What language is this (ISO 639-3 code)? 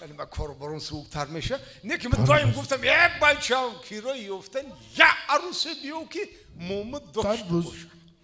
tgk